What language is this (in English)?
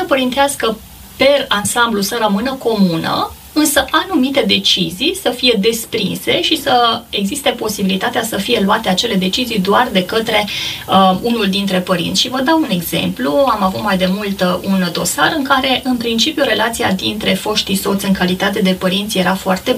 Romanian